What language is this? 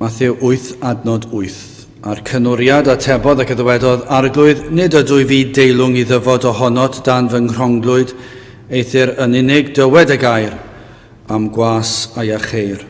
Welsh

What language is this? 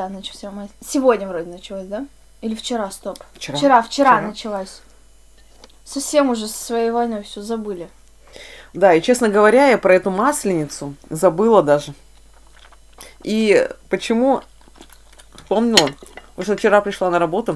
Russian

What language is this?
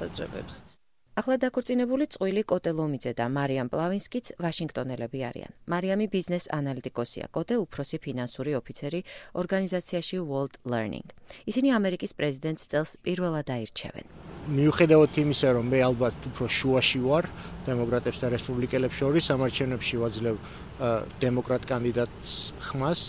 Georgian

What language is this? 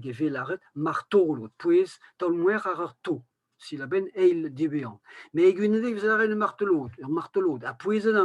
Breton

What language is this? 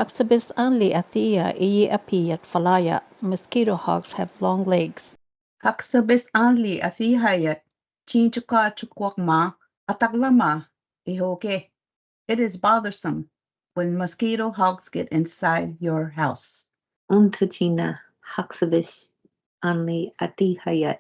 Choctaw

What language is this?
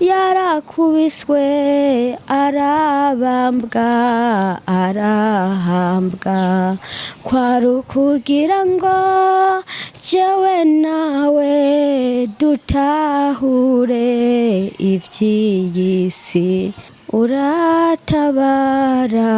Rundi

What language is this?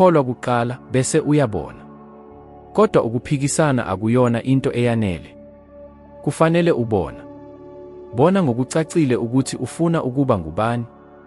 Zulu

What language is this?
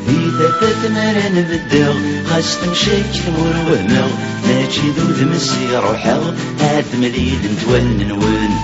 Kabyle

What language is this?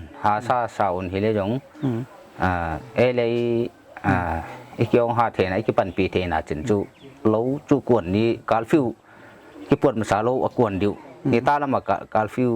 Paite Chin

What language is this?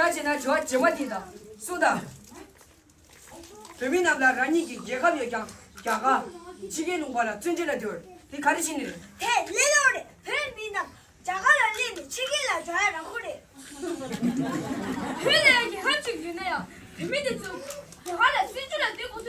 Tibetan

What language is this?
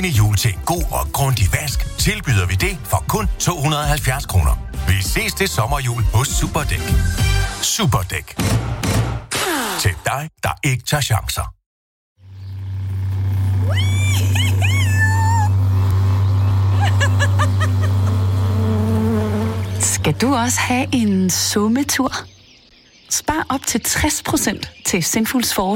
Danish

